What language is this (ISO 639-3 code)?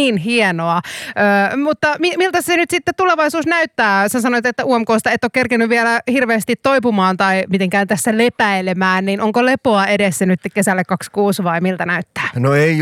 fin